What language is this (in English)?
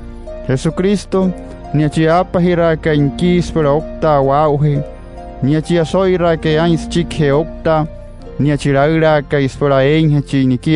Wayuu